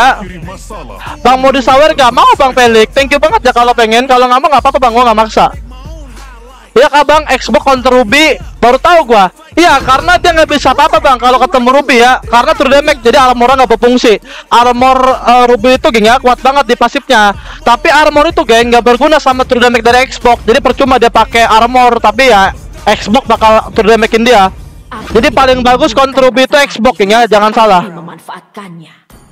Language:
Indonesian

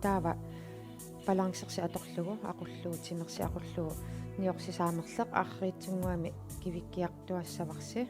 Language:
Kalaallisut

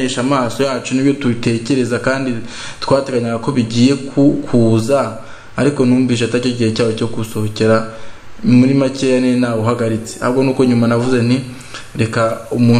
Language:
Kinyarwanda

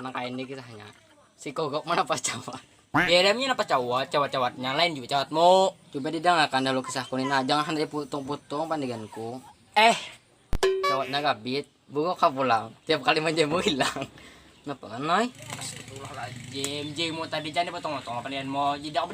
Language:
Banjar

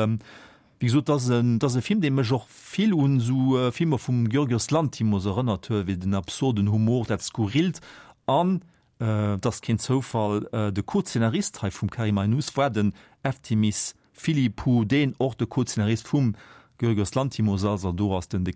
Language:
Luxembourgish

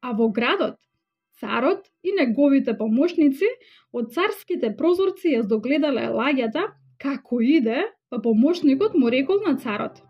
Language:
Macedonian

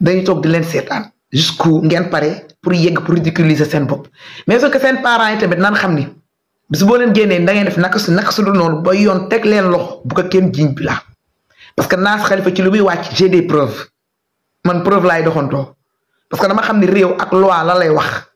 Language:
Wolof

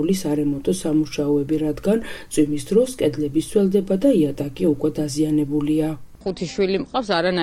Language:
Georgian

